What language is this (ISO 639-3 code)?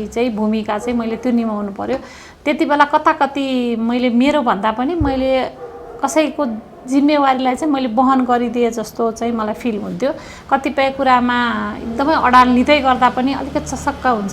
nep